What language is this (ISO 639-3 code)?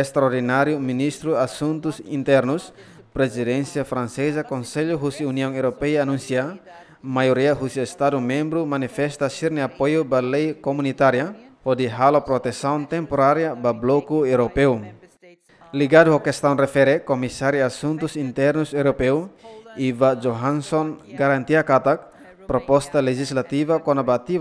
tet